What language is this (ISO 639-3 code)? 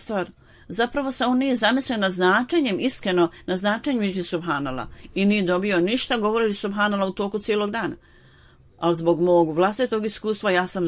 bos